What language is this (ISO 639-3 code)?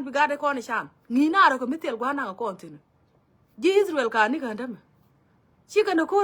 nus